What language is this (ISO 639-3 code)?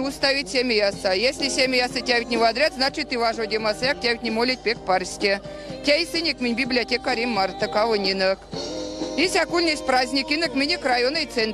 myv